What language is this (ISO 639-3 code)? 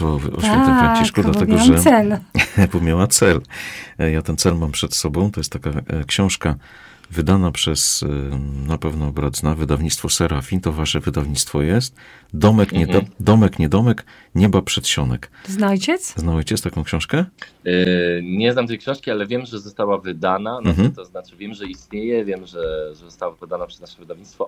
pol